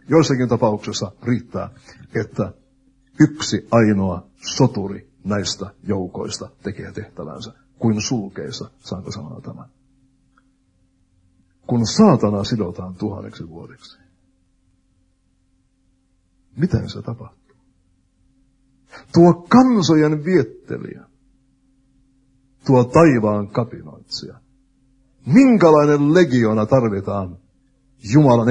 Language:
Finnish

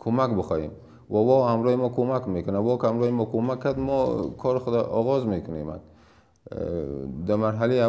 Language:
Persian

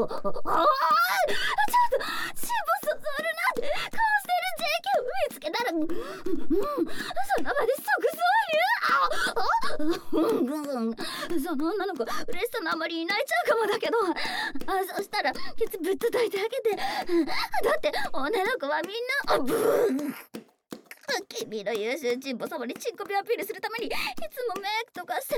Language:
Japanese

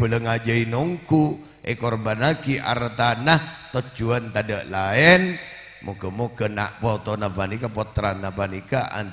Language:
Madurese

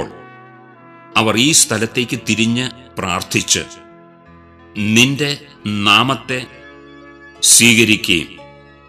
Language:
Malayalam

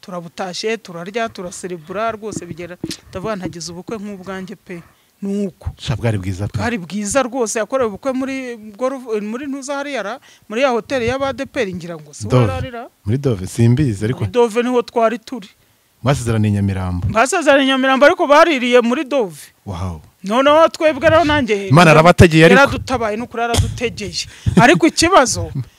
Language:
Kinyarwanda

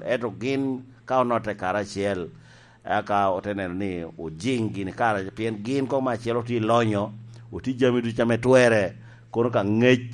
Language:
Lango (Uganda)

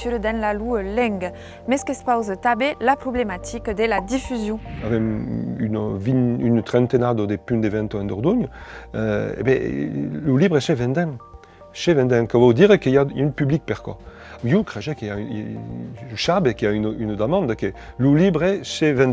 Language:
Occitan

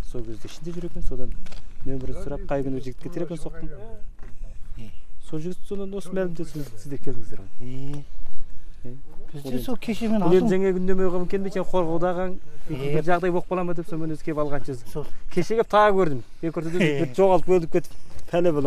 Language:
Kazakh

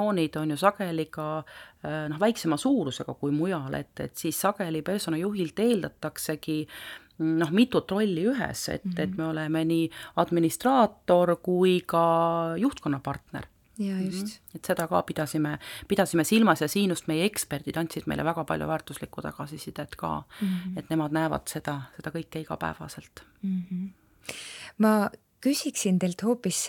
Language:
Estonian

